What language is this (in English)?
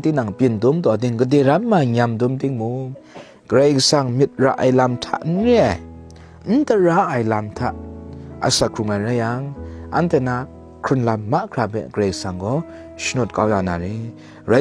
Kachin